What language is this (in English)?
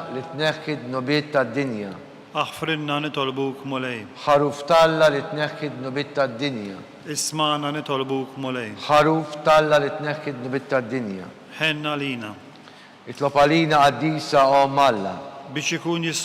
Maltese